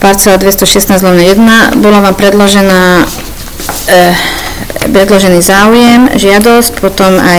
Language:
Slovak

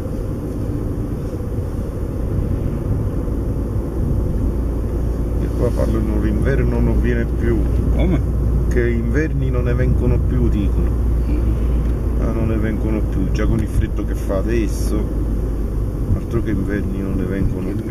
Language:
Italian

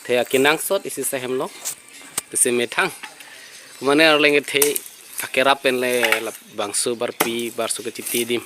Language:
Karbi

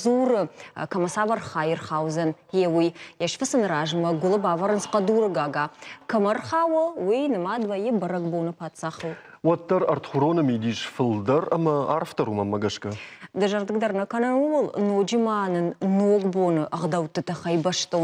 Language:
Ossetic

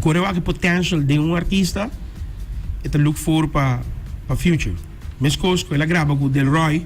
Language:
Papiamento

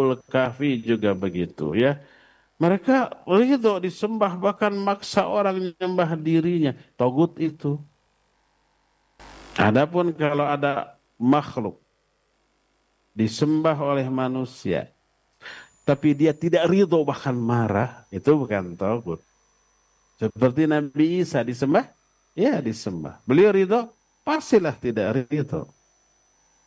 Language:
Indonesian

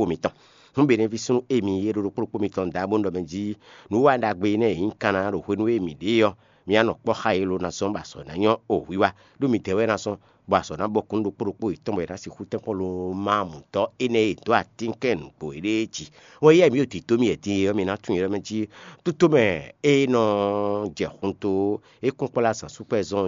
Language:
Fon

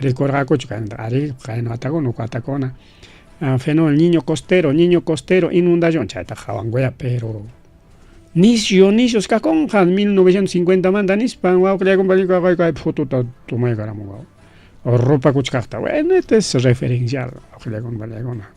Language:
Ayacucho Quechua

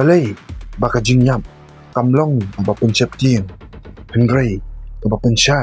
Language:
Khasi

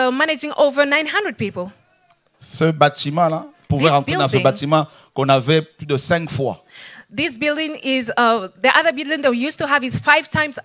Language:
French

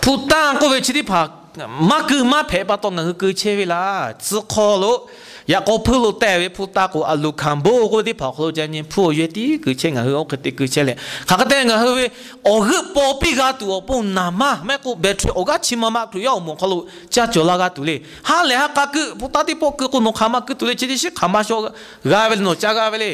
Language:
Lahu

